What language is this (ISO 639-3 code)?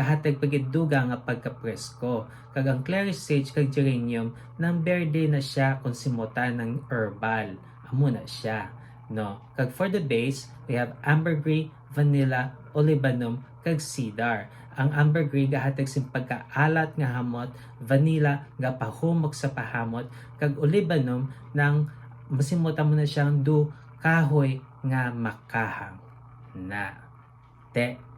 hil